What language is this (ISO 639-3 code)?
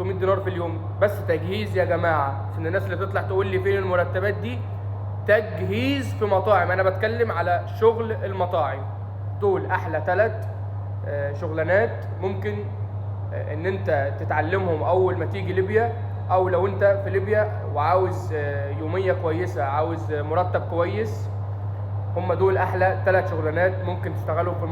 arz